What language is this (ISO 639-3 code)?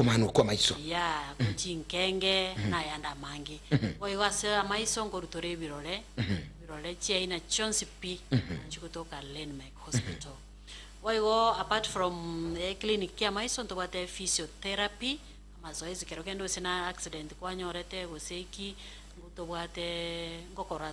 guz